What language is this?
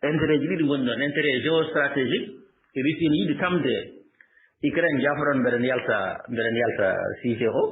Fula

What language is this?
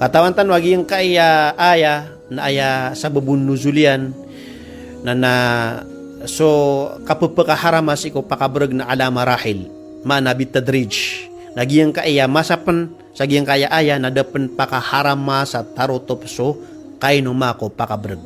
Maranao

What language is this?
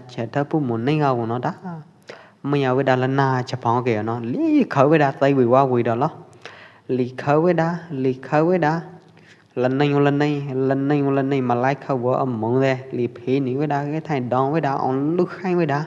Pwo Eastern Karen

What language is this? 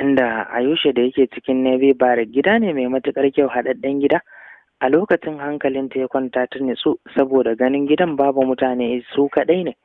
Hausa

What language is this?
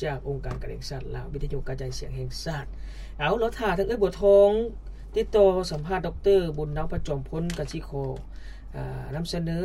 Lao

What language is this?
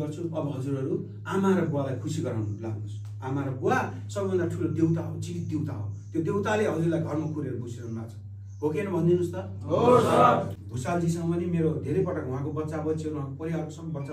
Nepali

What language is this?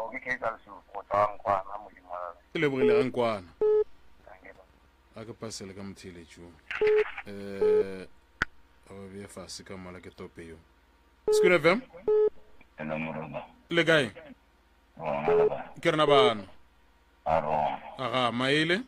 Northern Sotho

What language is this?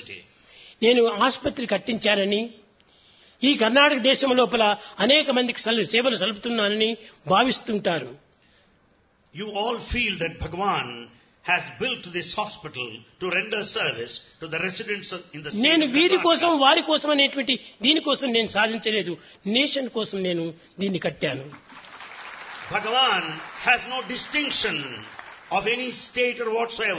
Telugu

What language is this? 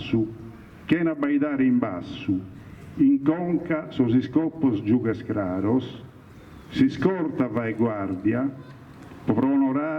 Sardinian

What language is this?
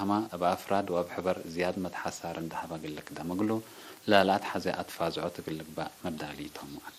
Tigre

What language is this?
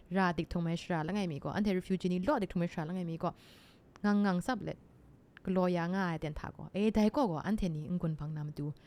Kachin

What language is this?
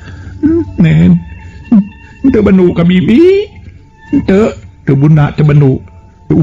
Sundanese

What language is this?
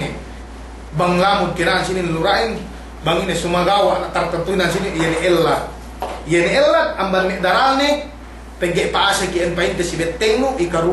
Yakan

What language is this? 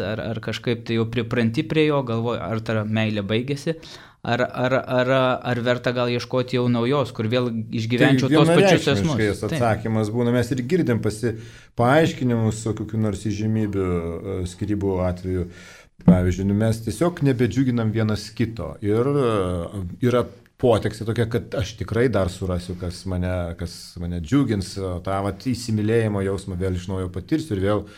Lithuanian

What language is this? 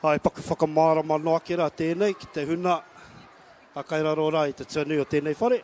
Māori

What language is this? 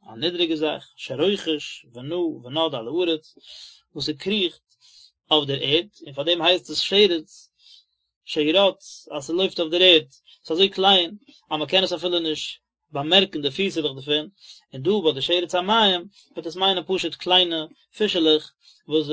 Yiddish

